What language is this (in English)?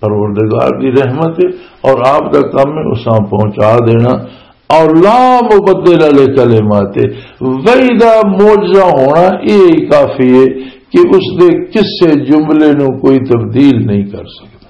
Western Panjabi